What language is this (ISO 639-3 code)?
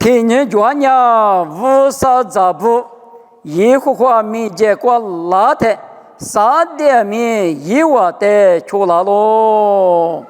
lis